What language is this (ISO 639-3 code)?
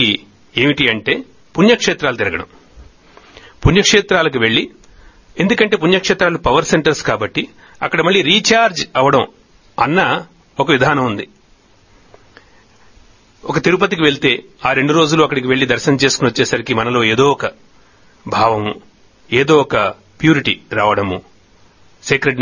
tel